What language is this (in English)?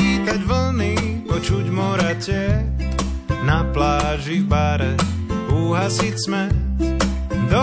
Slovak